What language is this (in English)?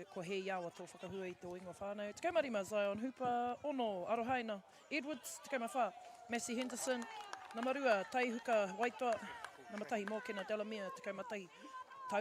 Māori